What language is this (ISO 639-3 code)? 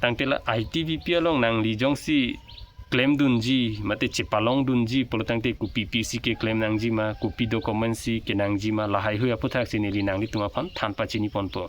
mjw